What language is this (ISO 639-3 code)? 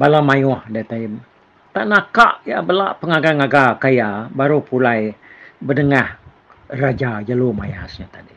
iba